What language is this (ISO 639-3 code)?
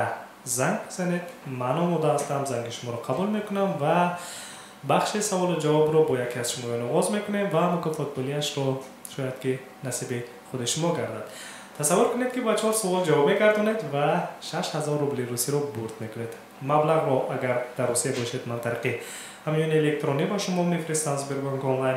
tgk